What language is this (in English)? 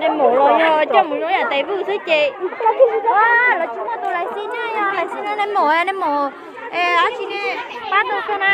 Hmong